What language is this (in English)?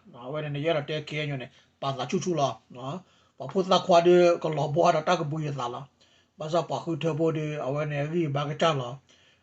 S'gaw Karen